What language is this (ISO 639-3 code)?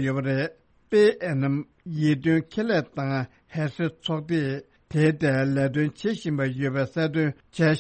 bod